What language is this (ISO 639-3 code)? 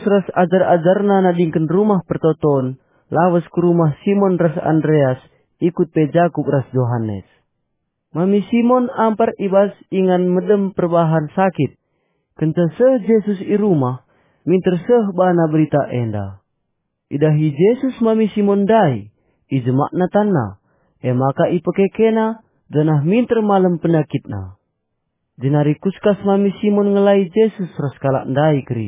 btx